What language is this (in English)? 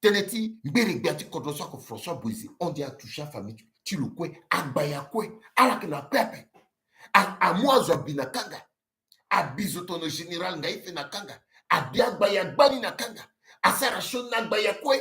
Sango